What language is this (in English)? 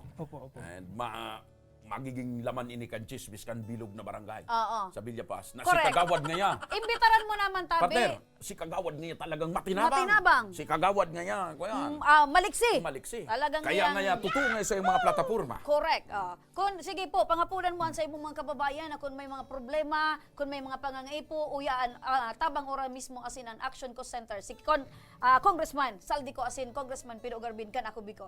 Bikol